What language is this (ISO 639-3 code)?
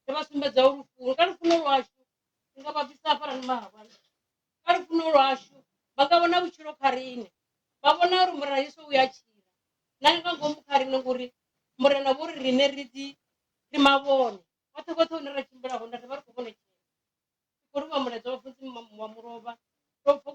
ven